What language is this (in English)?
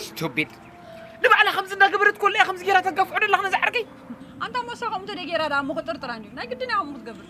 Tigrinya